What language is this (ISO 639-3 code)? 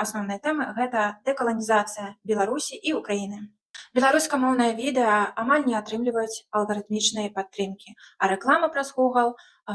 bel